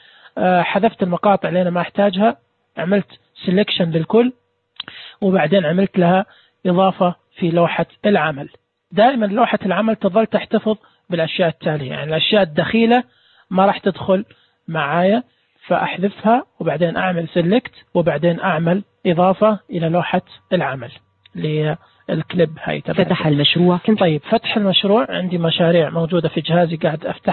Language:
Najdi Arabic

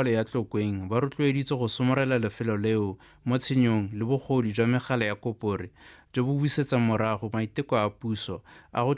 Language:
Tswana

